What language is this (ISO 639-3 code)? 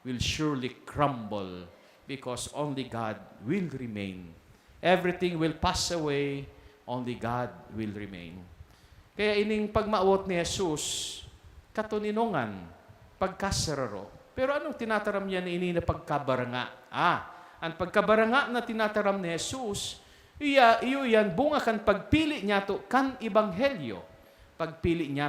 bik